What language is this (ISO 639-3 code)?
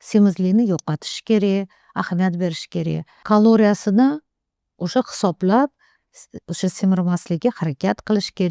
uzb